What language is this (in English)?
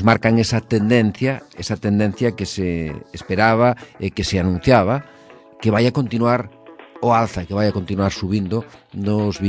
Galician